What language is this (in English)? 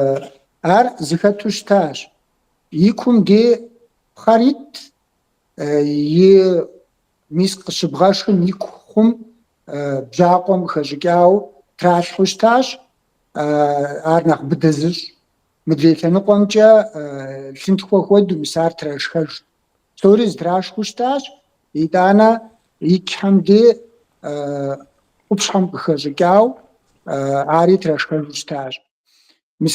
Kabardian